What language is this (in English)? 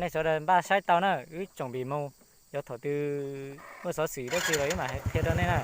Hmong